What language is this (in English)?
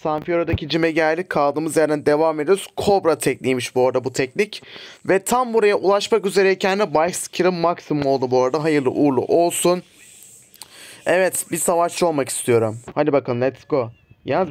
Turkish